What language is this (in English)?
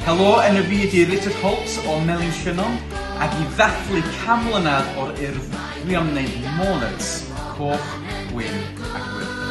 Welsh